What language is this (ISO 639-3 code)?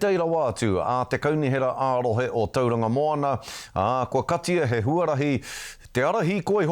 mri